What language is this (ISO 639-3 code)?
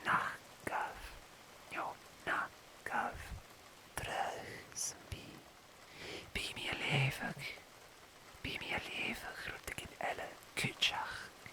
gla